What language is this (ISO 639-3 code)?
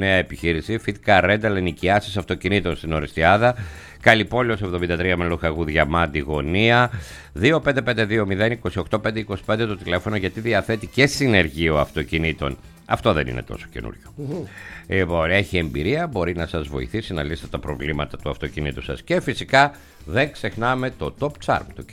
ell